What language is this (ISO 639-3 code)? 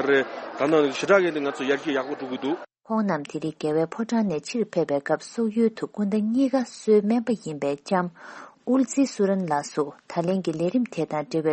bod